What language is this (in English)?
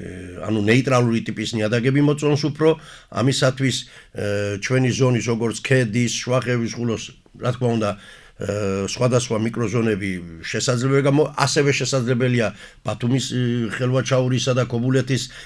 Georgian